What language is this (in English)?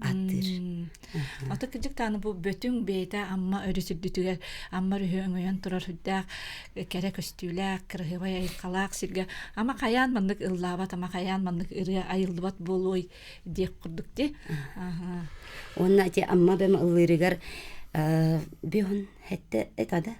Yakut